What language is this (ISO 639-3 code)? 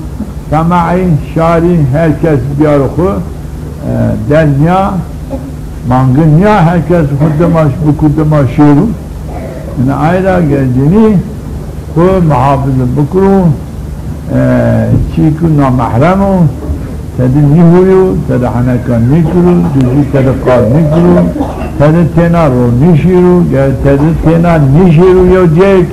zza